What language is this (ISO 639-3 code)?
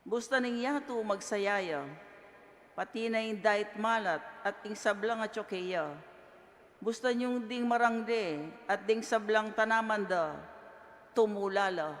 pam